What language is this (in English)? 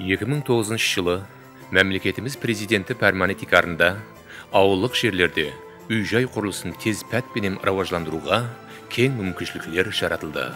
Kara-Kalpak